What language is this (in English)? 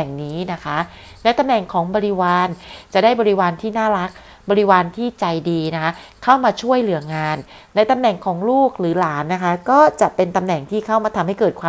Thai